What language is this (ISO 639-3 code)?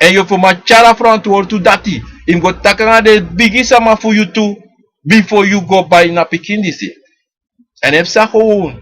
srn